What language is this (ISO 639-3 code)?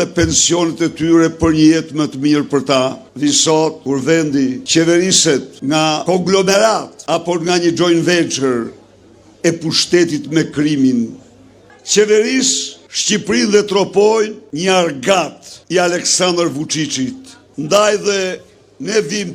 sqi